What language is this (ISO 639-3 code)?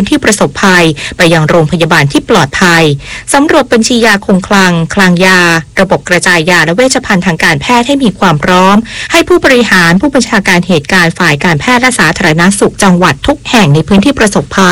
tha